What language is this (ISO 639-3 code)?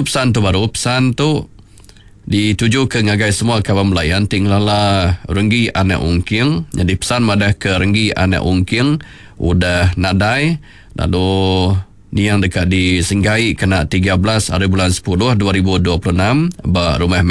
iba